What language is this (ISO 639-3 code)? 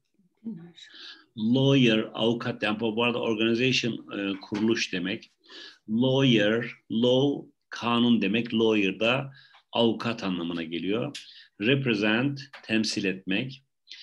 tur